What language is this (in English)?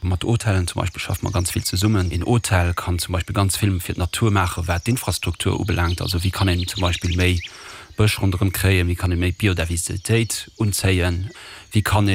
Luxembourgish